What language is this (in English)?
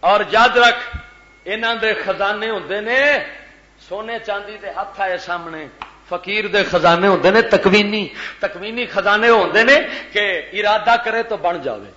Western Panjabi